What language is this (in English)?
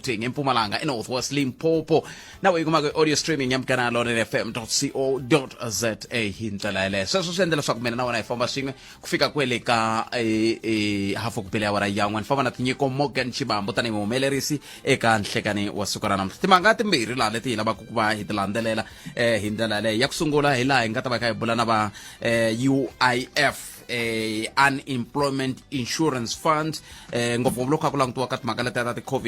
Tsonga